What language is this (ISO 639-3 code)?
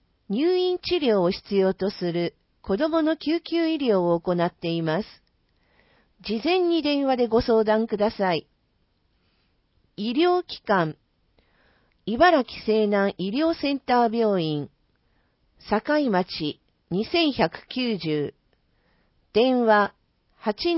jpn